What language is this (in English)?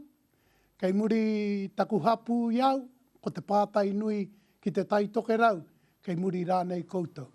Māori